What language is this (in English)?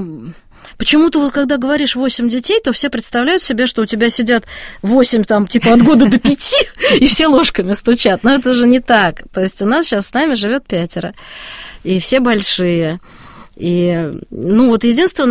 Russian